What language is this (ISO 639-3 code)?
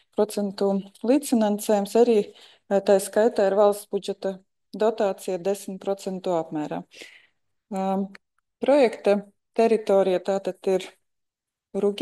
lav